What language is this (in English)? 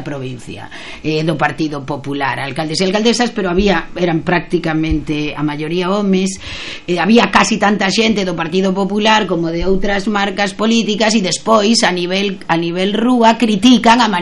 Galician